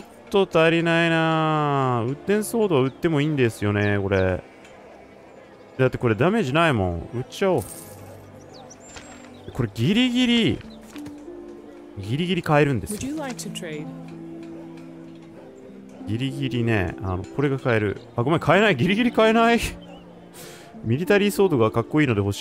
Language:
Japanese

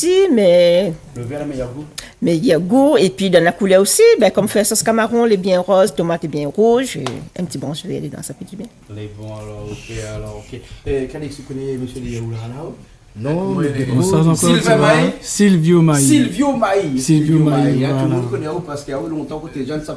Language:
Réunion Creole French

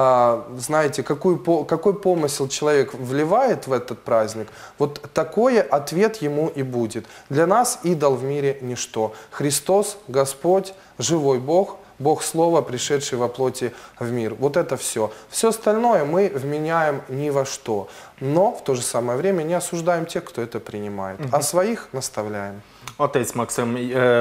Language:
Russian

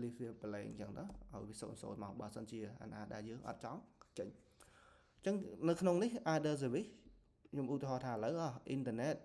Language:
Khmer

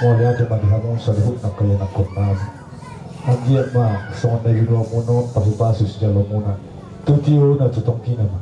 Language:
Batak Toba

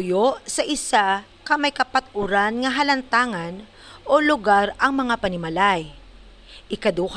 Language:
Hiligaynon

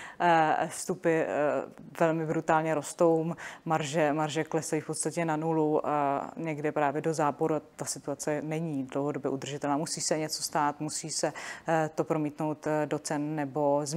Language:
Czech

